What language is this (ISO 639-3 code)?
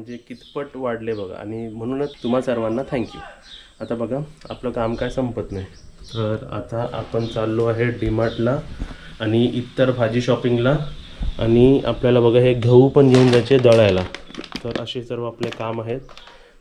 mar